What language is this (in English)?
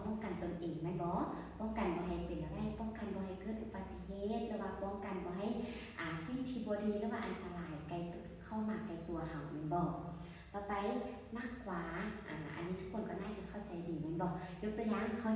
Lao